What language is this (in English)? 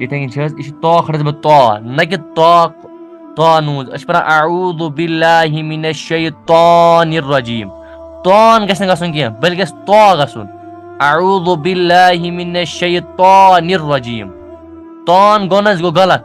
Kashmiri